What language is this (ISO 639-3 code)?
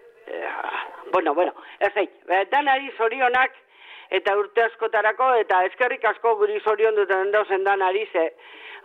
eus